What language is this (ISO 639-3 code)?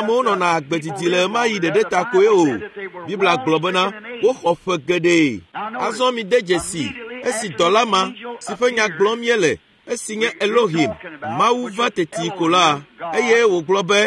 ewe